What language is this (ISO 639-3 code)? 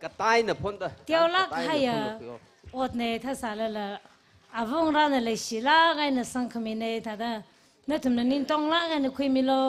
nmf